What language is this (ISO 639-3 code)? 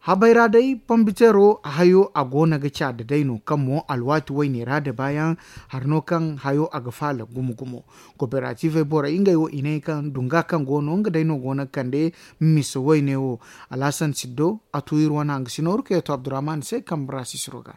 dje